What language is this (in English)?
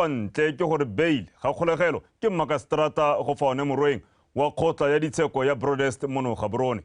Tswana